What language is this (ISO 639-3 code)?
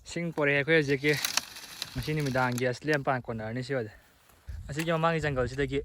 mni